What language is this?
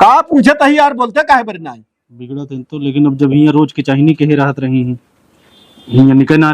Awadhi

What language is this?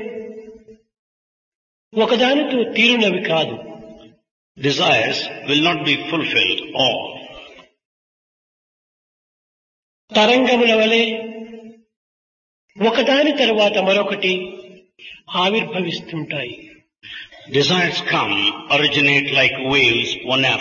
Telugu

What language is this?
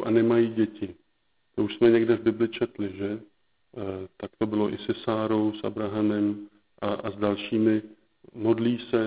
Czech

